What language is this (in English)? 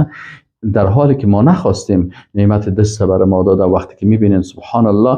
Persian